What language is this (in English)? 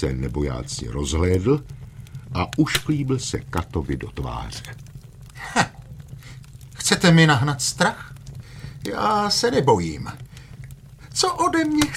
Czech